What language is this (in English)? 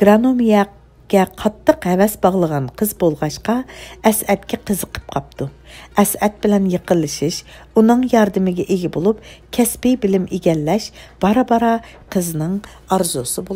Uyghur